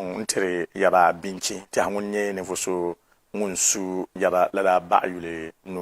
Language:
Dagbani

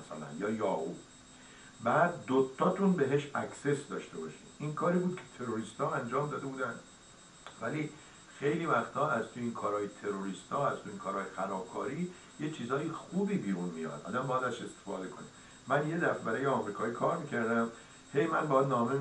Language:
Persian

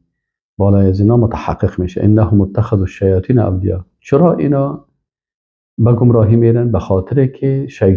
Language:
Persian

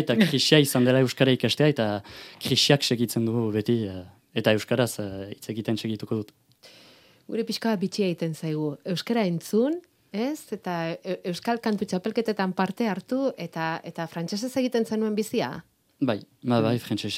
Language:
Basque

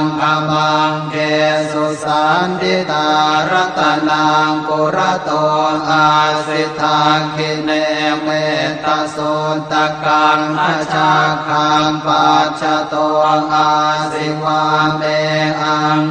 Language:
Pali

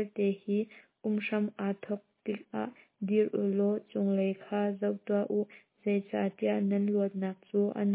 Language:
Hakha Chin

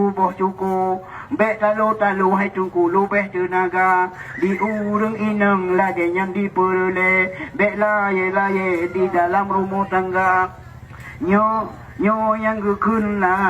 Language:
Achinese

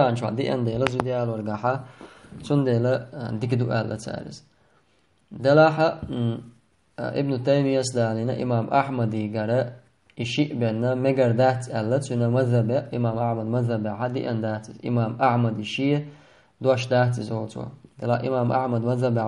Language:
Chechen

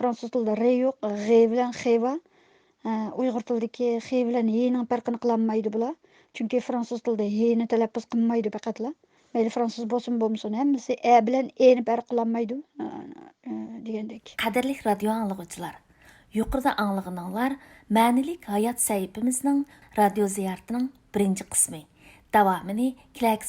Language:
Uyghur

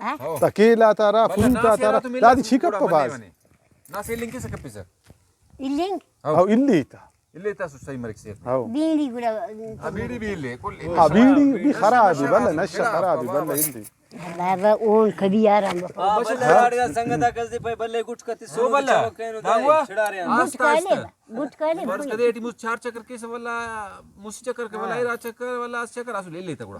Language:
Brahui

